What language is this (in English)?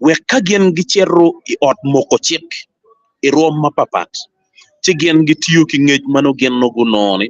Acoli